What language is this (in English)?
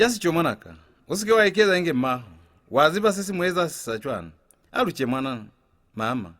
Lozi